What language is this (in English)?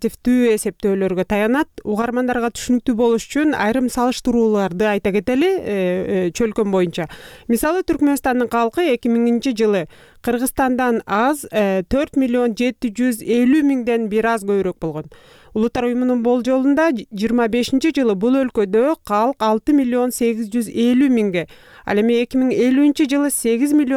Kyrgyz